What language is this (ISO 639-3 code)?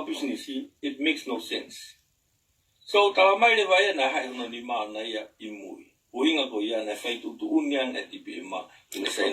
ton